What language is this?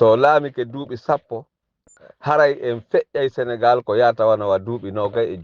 Fula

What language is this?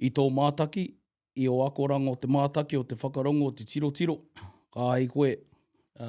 Māori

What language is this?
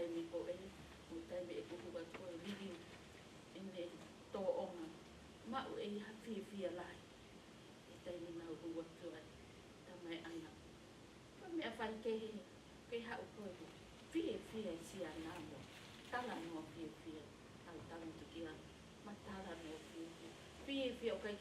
Tongan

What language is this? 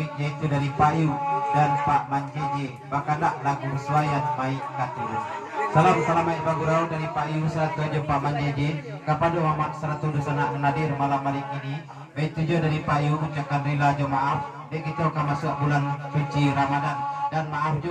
Minangkabau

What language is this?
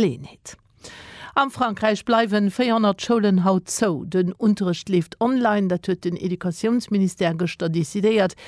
Luxembourgish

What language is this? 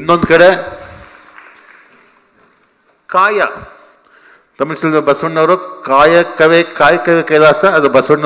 Kannada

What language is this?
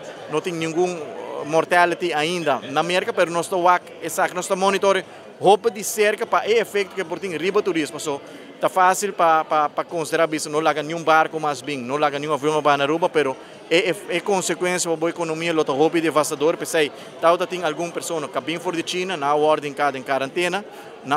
Papiamento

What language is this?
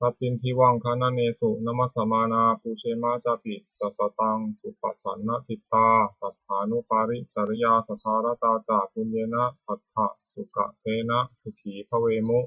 Pali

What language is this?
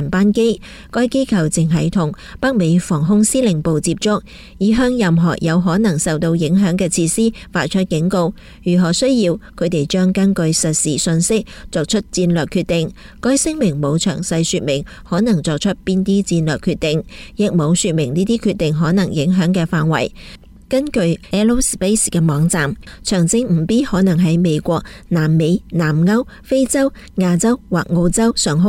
Cantonese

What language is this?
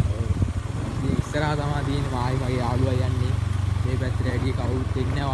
Sinhala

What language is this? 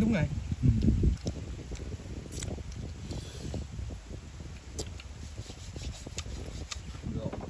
Vietnamese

